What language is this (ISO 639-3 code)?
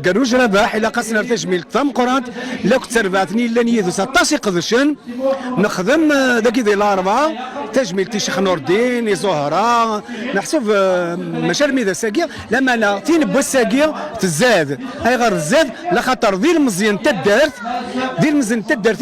kab